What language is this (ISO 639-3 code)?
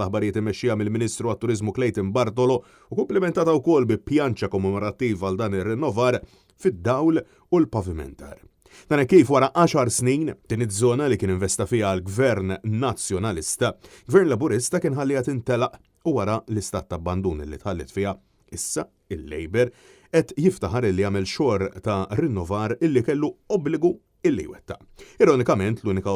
mlt